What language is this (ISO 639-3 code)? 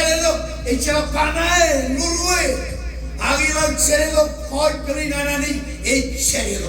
mah